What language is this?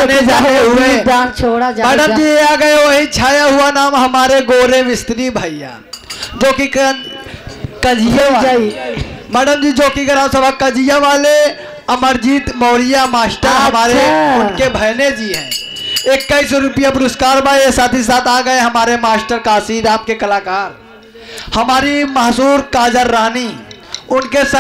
Bhojpuri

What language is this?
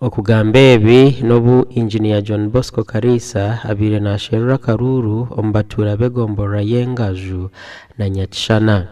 Nyankole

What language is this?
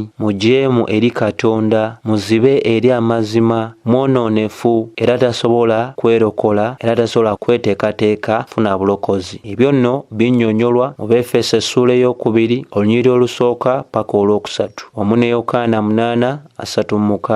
Ganda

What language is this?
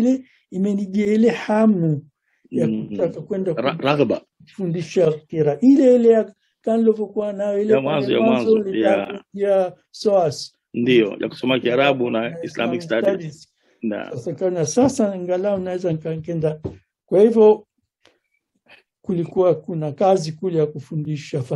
Swahili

